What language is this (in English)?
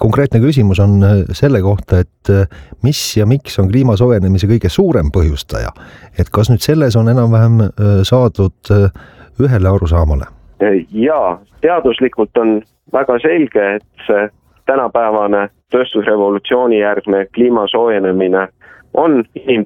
Estonian